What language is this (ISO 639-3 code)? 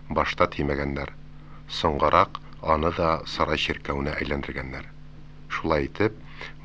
tat